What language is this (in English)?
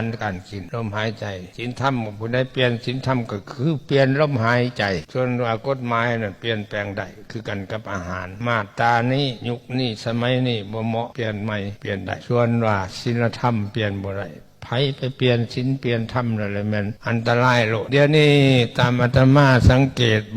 Lao